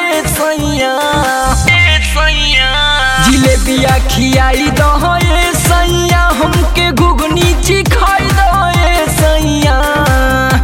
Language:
Bhojpuri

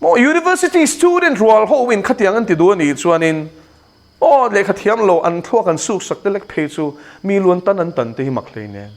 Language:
Mizo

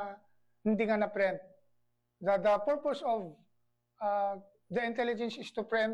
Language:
Hiligaynon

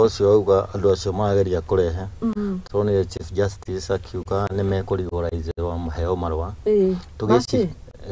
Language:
Kikuyu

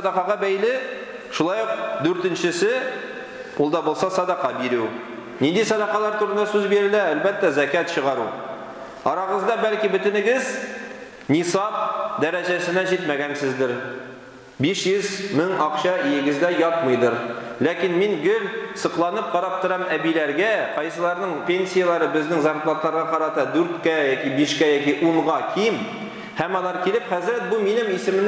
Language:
Tatar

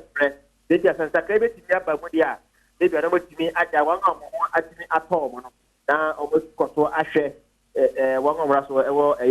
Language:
Akan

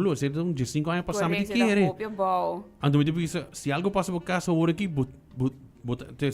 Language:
Papiamento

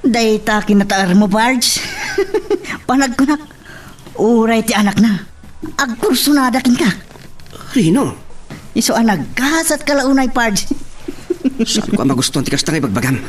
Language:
Iloko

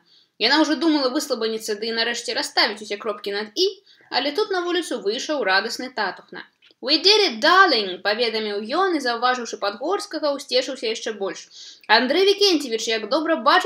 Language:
Belarusian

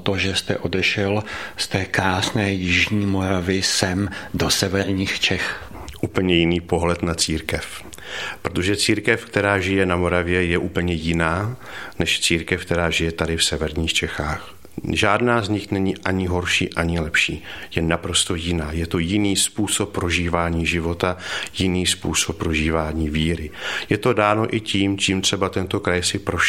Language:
Czech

